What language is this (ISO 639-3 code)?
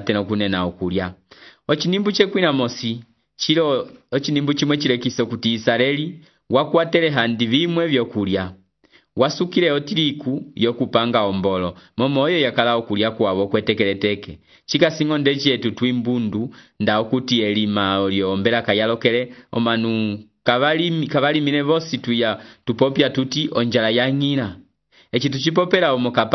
umb